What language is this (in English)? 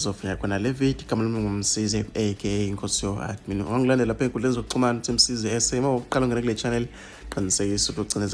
Zulu